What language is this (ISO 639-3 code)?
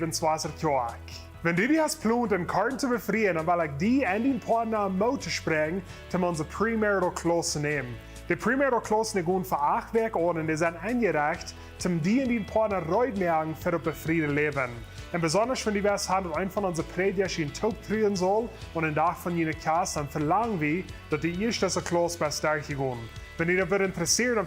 pdt